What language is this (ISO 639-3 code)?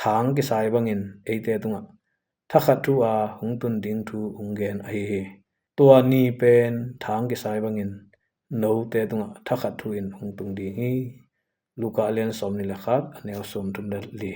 ctd